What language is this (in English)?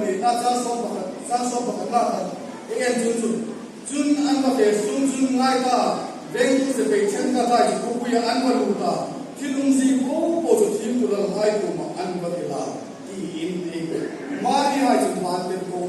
Hmar